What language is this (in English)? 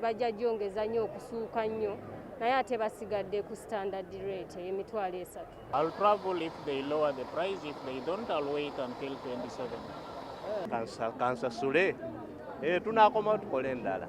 Ganda